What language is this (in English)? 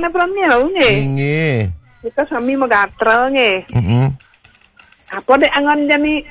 Balinese